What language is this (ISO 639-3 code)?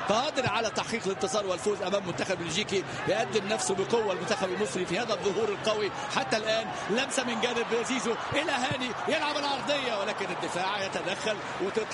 ara